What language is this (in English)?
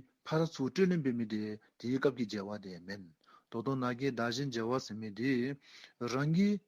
Dzongkha